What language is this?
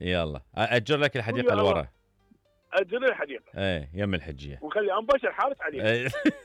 Mesopotamian Arabic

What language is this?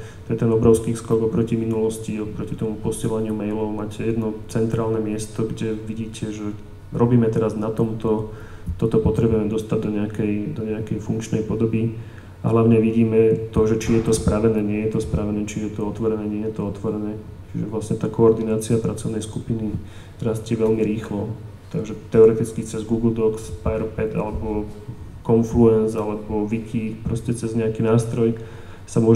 Slovak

